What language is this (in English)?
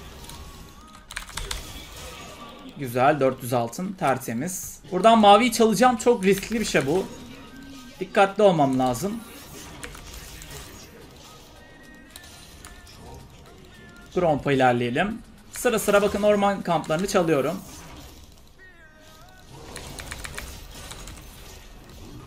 Turkish